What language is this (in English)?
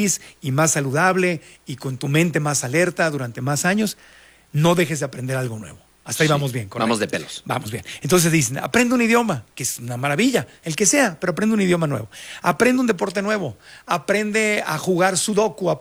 Spanish